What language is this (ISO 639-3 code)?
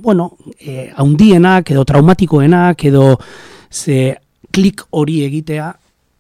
eus